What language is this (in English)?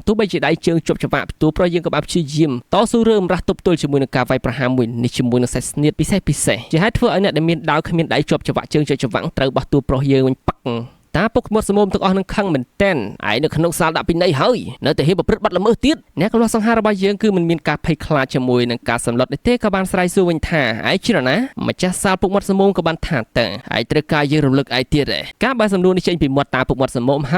Khmer